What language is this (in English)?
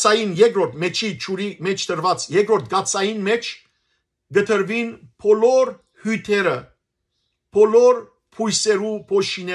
Western Armenian